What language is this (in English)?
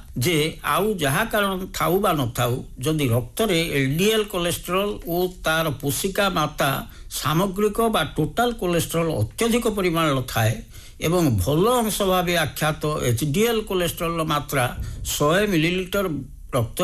Odia